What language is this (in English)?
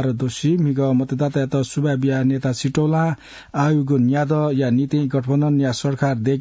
Newari